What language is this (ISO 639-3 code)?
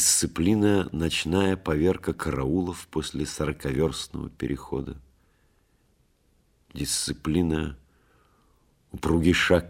rus